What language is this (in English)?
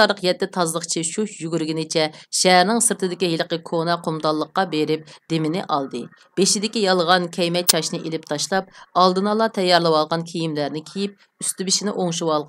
Uyghur